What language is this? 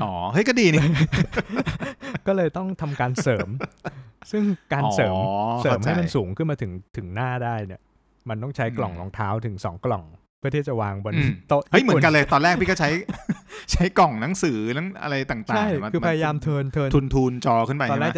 Thai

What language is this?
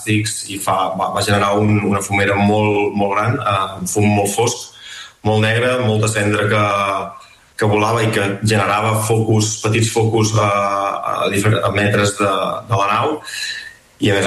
Catalan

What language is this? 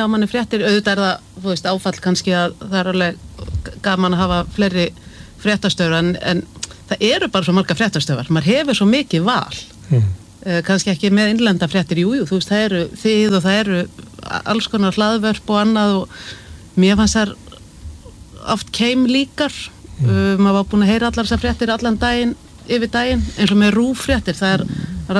Icelandic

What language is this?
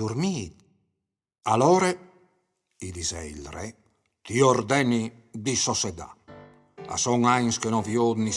Friulian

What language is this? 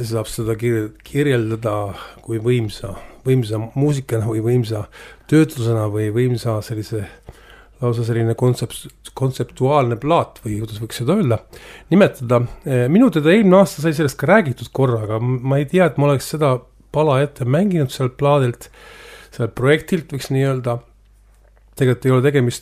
Estonian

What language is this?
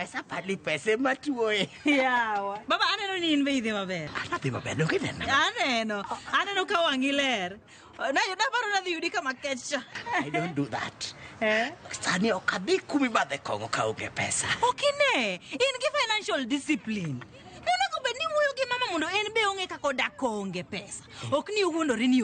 Luo (Kenya and Tanzania)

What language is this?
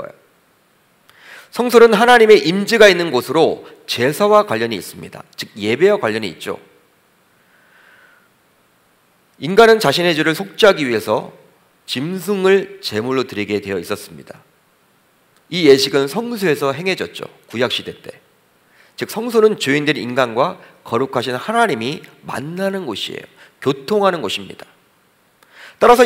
Korean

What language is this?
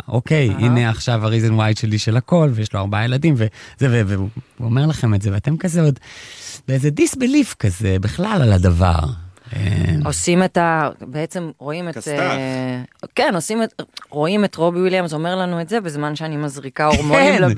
Hebrew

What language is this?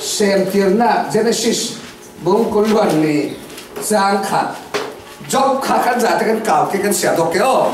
Falam Chin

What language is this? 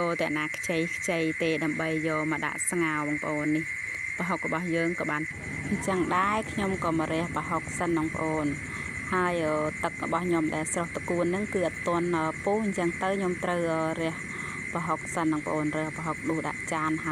Khmer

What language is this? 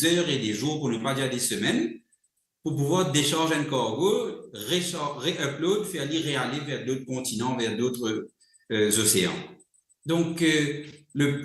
Morisyen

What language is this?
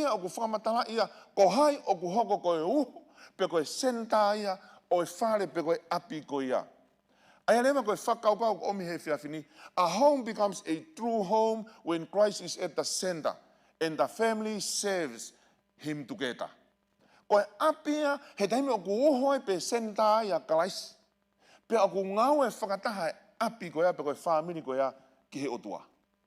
Tongan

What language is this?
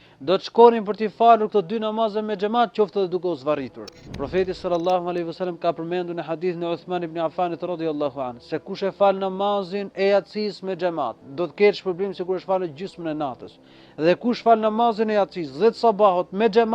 Albanian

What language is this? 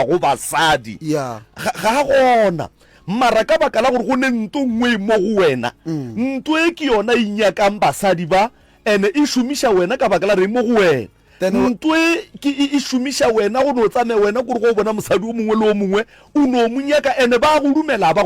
Northern Sotho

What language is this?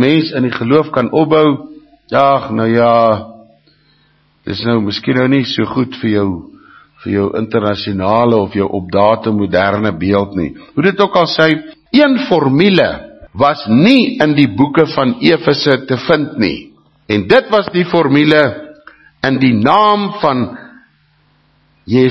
Afrikaans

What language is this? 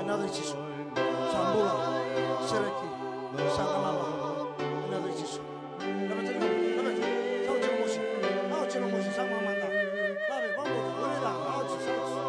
Fijian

